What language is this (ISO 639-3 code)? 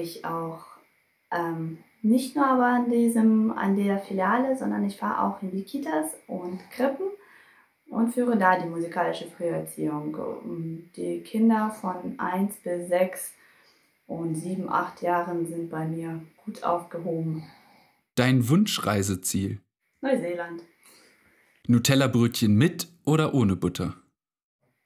deu